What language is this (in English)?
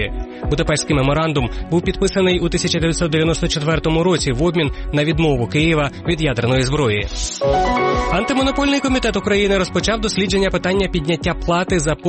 Ukrainian